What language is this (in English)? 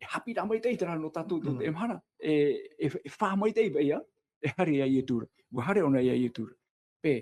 Tahitian